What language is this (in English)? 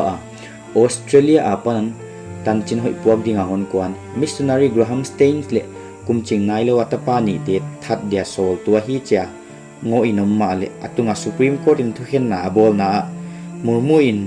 Paite Chin